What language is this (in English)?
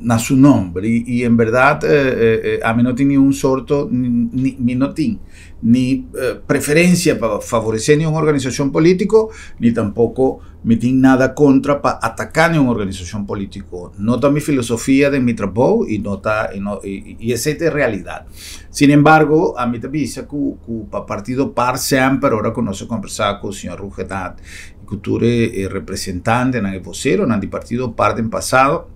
Papiamento